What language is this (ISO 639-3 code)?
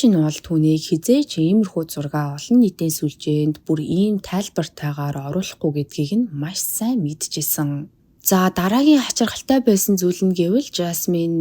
mon